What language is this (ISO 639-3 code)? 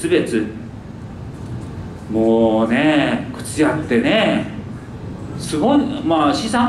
jpn